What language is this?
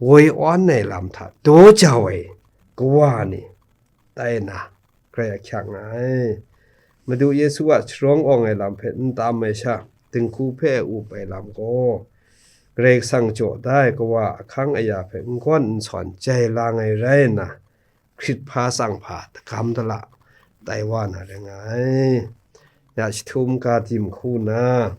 Kachin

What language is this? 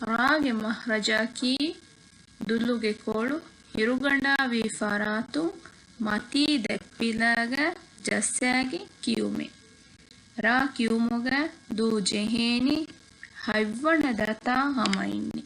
Divehi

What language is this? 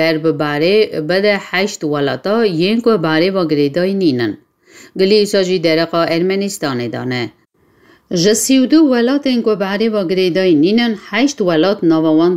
Kurdish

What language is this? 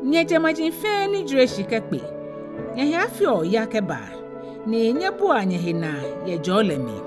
Ga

